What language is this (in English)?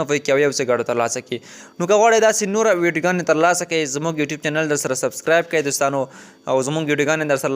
Pashto